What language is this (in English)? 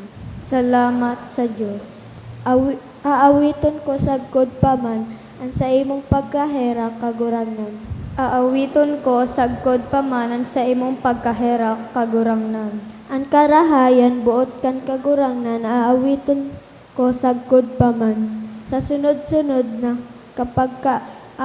Bikol